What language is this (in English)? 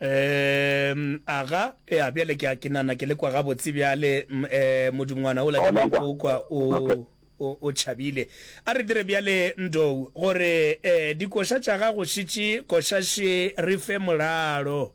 Northern Sotho